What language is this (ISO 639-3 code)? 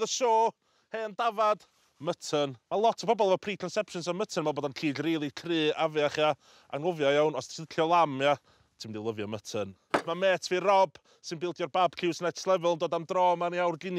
cym